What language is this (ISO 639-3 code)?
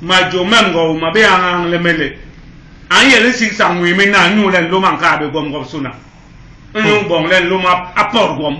bas